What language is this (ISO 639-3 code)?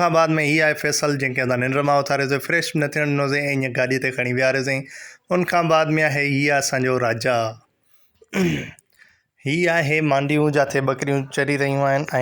snd